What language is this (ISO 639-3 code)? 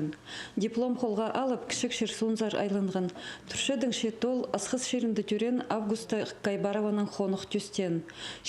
kjh